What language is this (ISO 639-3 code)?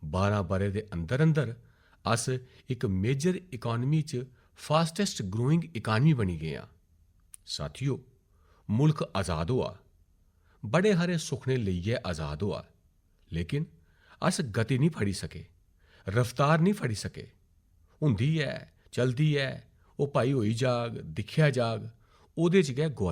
doi